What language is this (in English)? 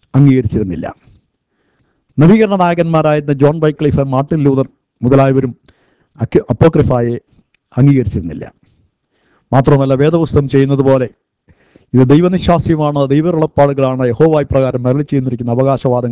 Malayalam